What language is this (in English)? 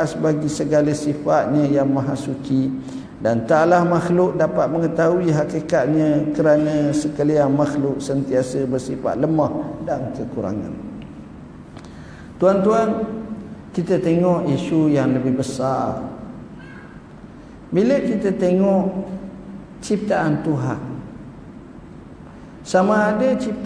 Malay